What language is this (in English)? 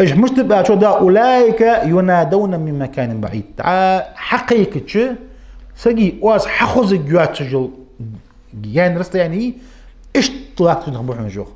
Ingush